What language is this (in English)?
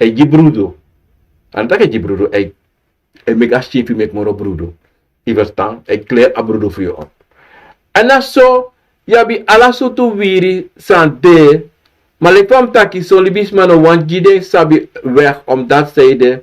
Sranan Tongo